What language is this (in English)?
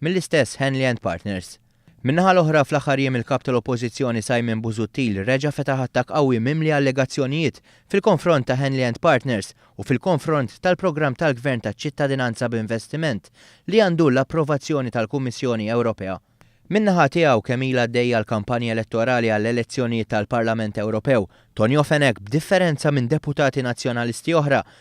Maltese